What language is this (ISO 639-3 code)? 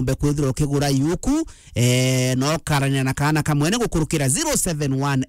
mer